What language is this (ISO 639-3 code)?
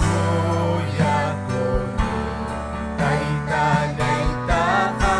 quy